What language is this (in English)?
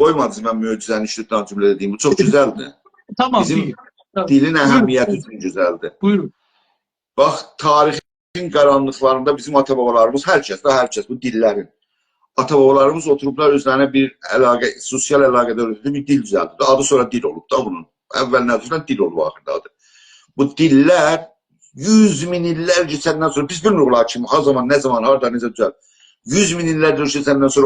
South Azerbaijani